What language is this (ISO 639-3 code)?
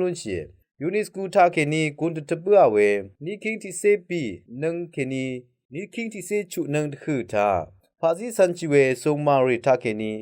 raw